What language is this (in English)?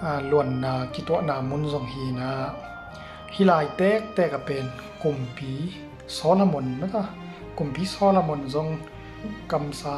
Tedim Chin